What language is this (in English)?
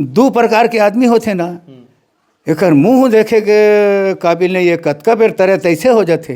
Chhattisgarhi